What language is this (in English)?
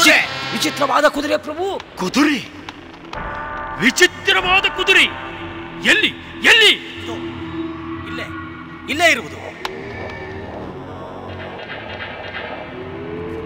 Kannada